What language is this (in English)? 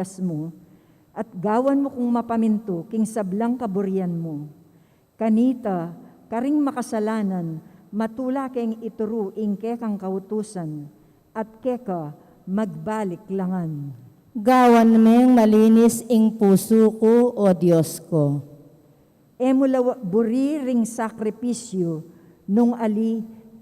Pampanga